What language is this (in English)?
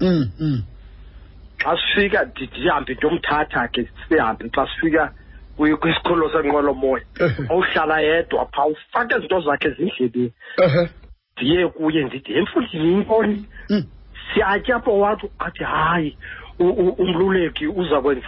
Xhosa